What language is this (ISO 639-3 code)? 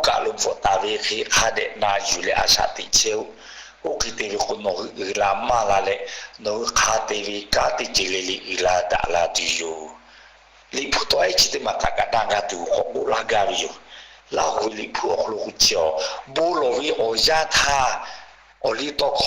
lhu